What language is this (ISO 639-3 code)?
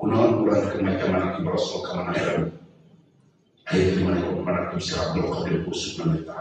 sun